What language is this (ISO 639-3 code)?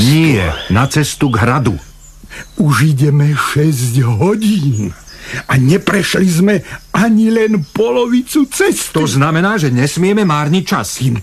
slk